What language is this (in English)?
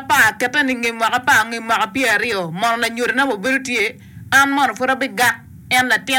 Acoli